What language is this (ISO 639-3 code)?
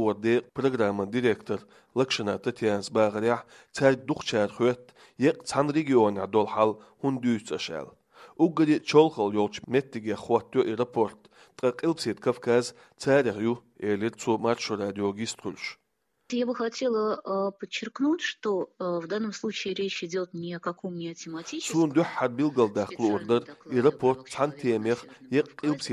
che